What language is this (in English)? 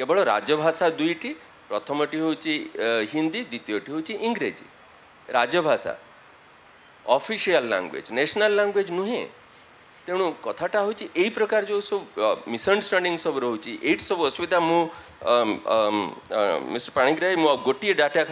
Odia